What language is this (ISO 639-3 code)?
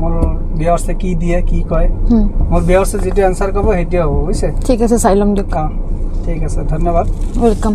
asm